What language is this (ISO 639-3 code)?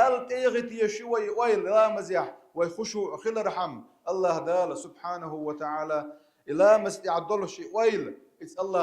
che